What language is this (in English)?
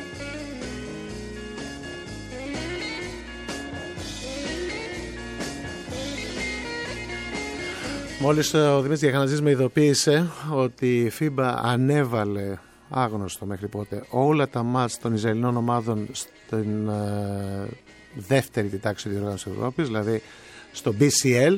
Greek